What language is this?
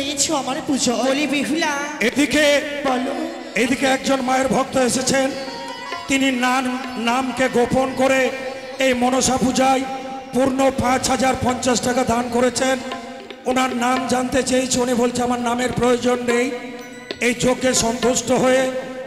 Bangla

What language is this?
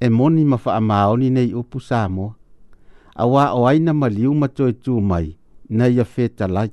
Samoan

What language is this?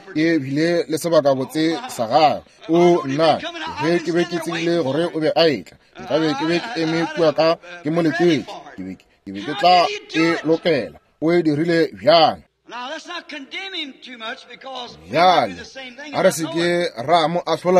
Northern Sotho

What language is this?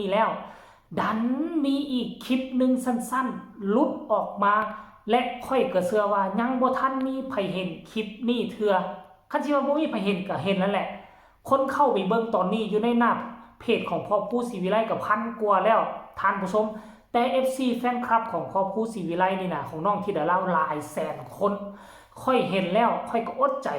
Northeastern Thai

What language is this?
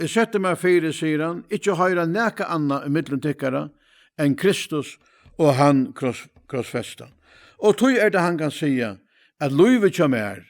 Faroese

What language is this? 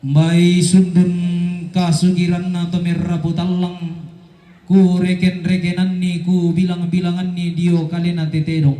Toraja-Sa'dan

